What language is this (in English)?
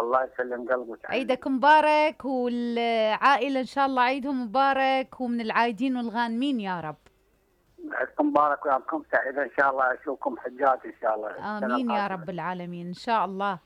Mesopotamian Arabic